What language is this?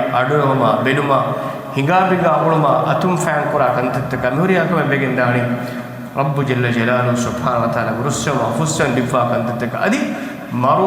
Divehi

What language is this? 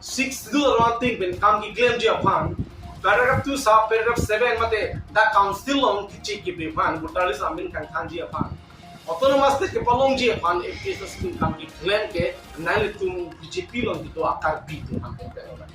Karbi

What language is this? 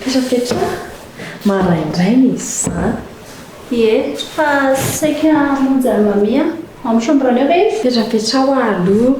Malagasy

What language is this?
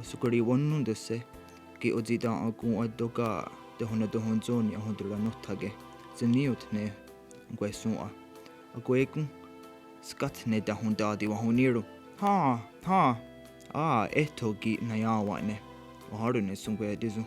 Mohawk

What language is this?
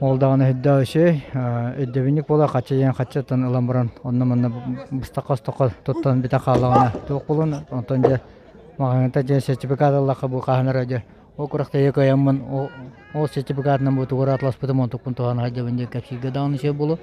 Yakut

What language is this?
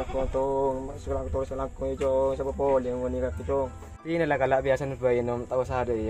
Madurese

